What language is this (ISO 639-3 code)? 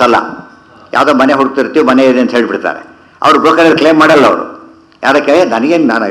kan